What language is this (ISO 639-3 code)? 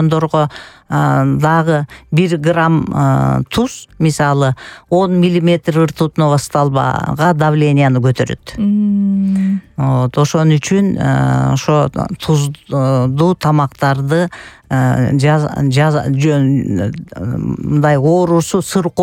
kir